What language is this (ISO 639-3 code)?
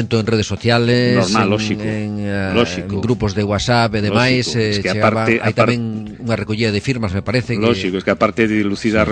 glg